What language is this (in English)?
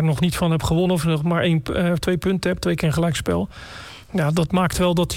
Dutch